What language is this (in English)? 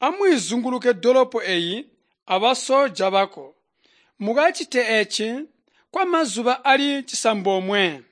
Tonga (Zambia)